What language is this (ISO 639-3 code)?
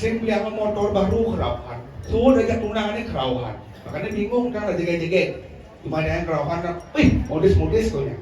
ban